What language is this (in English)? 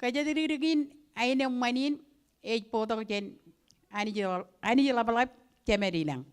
Marshallese